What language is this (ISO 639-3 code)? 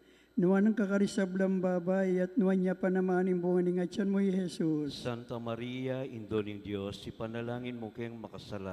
pam